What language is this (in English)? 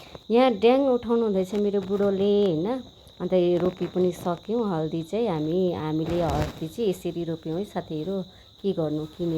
Nepali